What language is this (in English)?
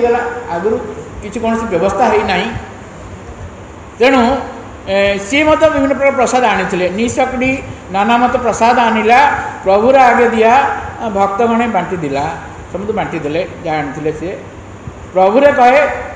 Odia